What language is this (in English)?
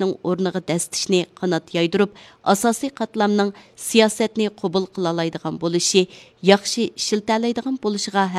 Uyghur